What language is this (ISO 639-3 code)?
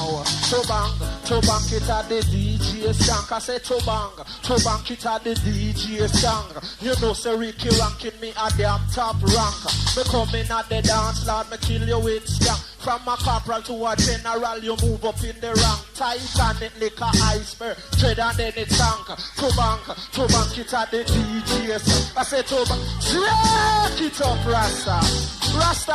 jam